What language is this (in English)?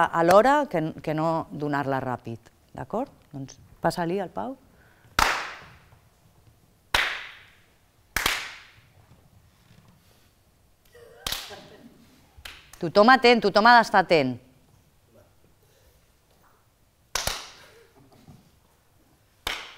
Catalan